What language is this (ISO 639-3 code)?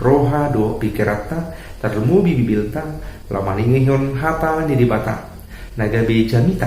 bbc